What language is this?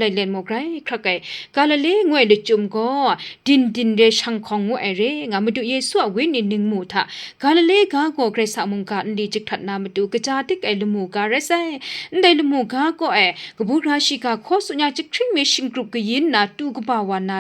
Kachin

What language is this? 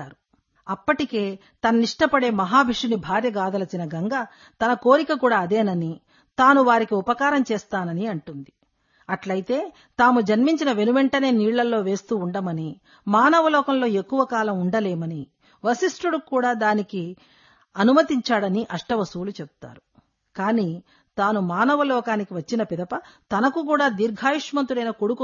Telugu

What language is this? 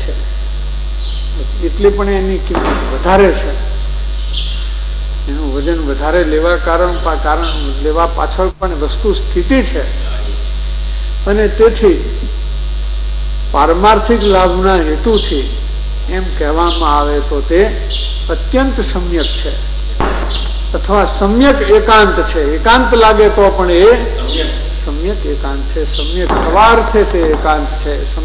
Gujarati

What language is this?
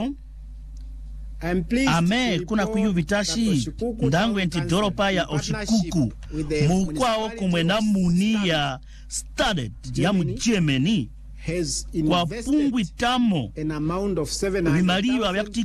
Swahili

